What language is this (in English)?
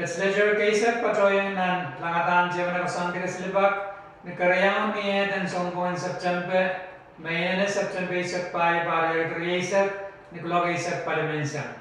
Pohnpeian